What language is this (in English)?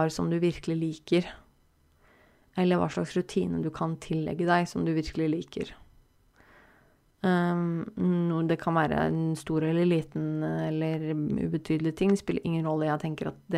Norwegian